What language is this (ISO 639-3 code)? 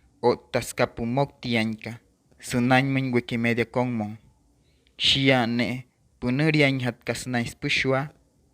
guc